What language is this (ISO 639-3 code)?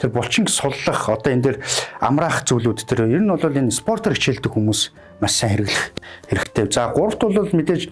mon